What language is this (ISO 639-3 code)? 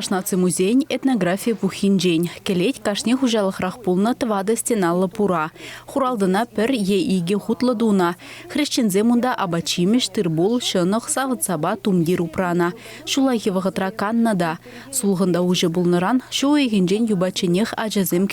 chv